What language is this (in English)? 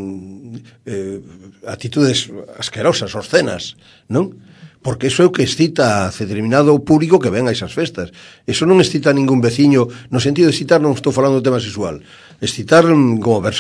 Galician